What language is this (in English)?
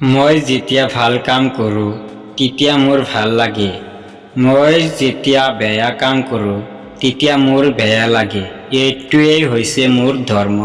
Assamese